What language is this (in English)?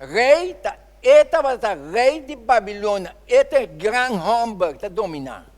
Papiamento